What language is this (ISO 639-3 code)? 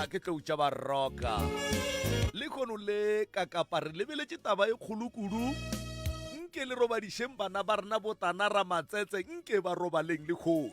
nso